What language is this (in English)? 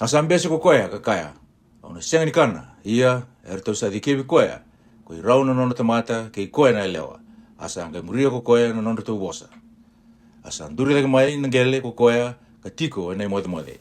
Fijian